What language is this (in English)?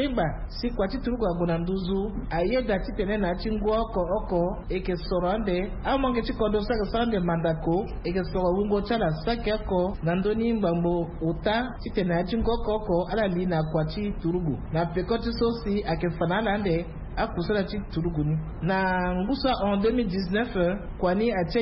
Sango